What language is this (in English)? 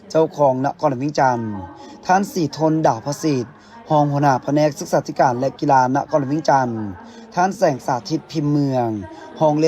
Lao